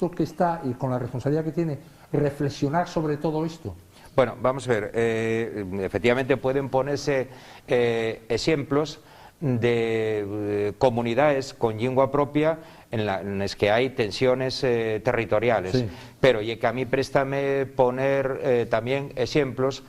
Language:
Asturian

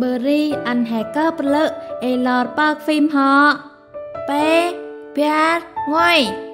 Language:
Central Mnong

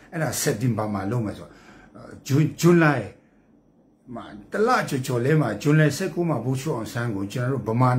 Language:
Burmese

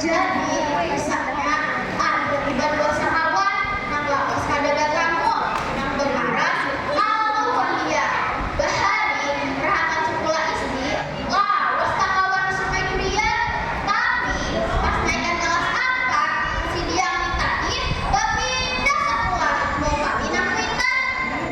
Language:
Banjar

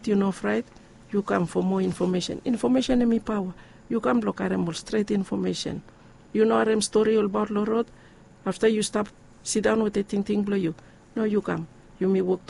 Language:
Bislama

